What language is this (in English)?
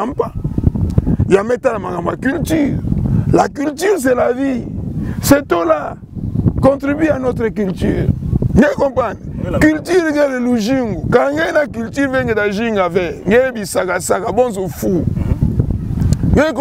Kituba (Democratic Republic of Congo)